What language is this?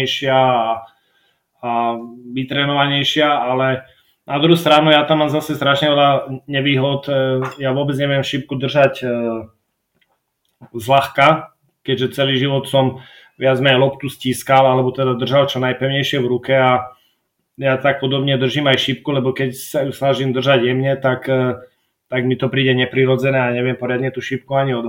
Slovak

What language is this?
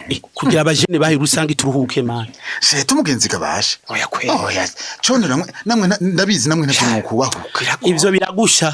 Rundi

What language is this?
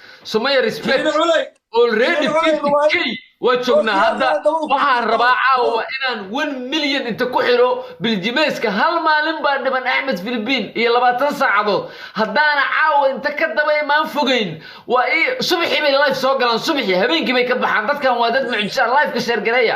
Somali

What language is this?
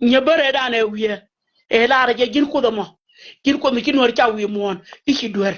Nuer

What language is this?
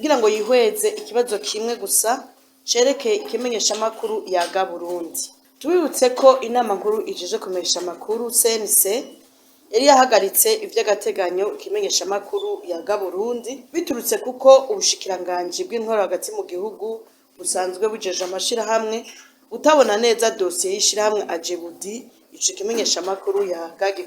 Rundi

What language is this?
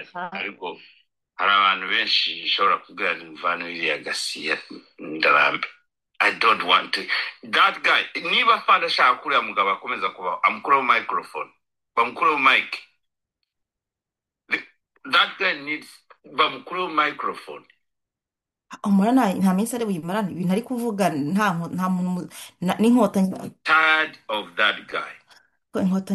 Kinyarwanda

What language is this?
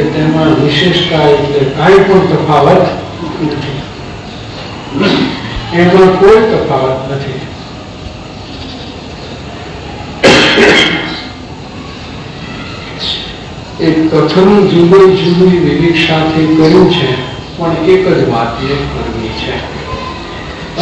Gujarati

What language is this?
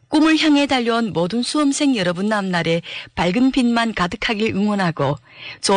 Korean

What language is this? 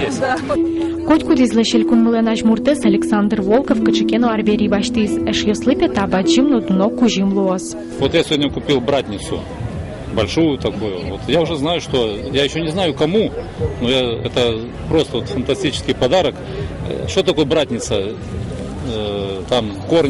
Udmurt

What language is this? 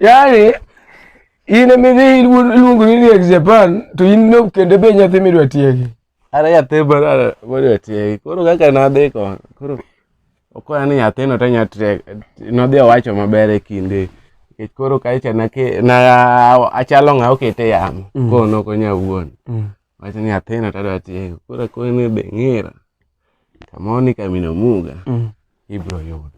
Luo (Kenya and Tanzania)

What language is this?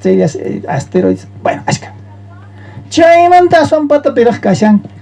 South Bolivian Quechua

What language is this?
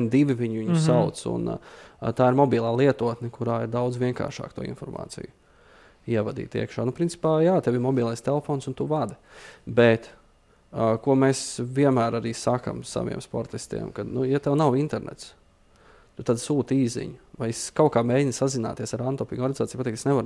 Latvian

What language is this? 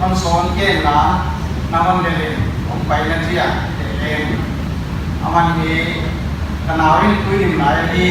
Paite Chin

